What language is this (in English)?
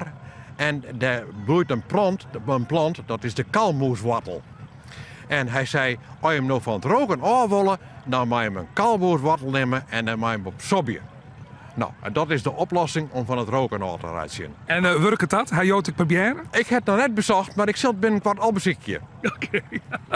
Western Frisian